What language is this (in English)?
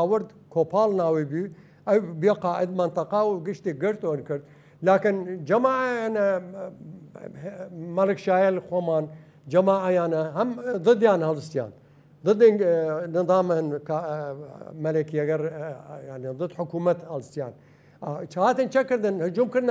Southern Kurdish